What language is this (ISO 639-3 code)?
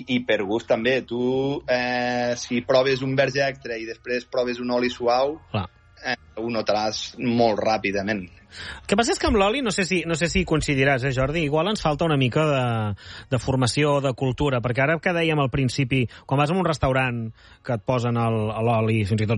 cat